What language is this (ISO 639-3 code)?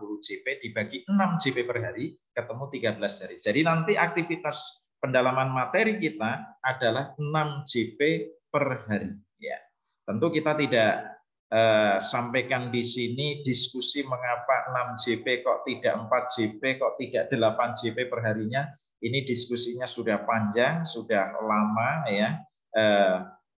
ind